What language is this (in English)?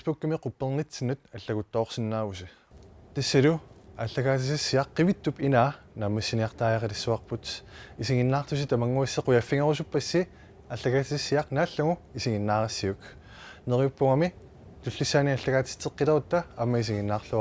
Kalaallisut